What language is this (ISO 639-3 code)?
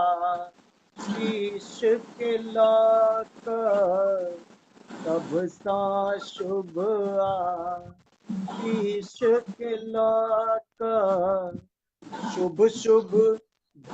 mai